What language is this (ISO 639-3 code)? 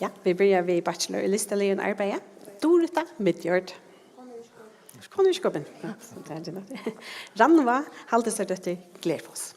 fao